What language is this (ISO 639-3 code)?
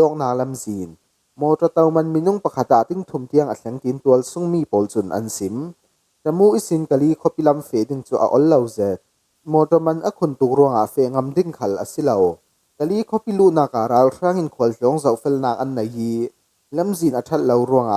cfm